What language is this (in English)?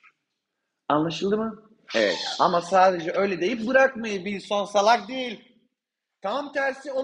Turkish